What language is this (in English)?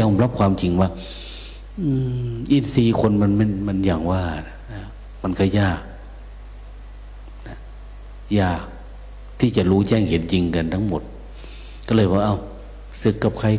Thai